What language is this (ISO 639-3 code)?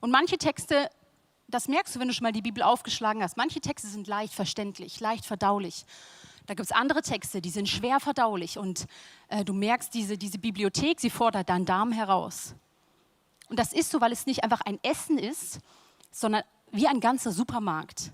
gsw